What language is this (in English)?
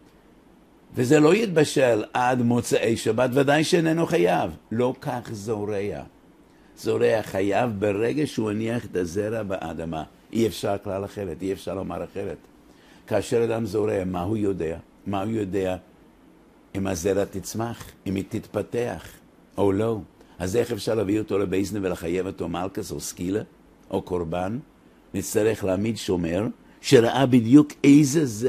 Hebrew